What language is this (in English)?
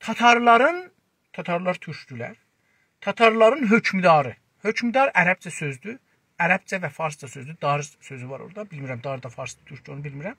South Azerbaijani